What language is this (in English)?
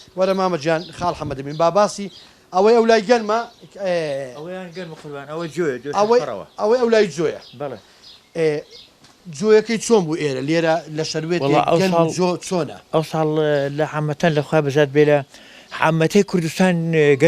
Central Kurdish